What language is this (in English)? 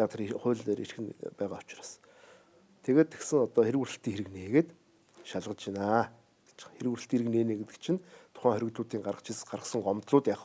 Mongolian